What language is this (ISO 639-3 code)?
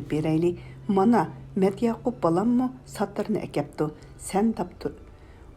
uig